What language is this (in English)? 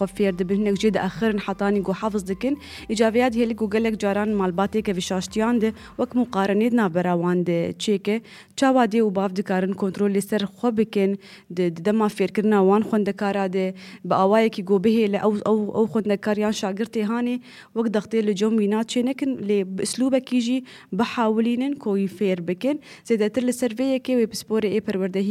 Kurdish